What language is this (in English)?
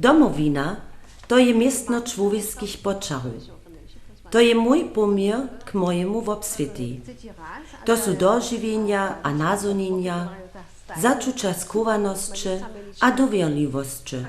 Upper Sorbian